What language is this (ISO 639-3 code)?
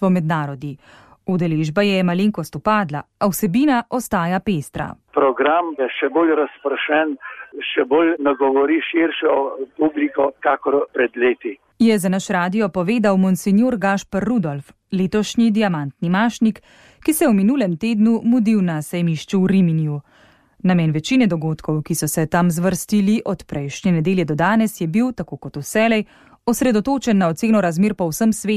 slv